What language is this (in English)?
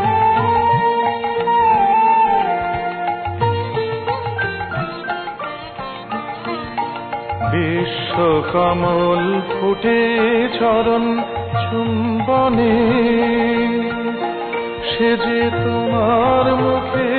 Bangla